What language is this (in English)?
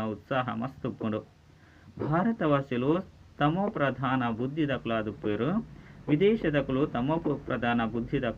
Tulu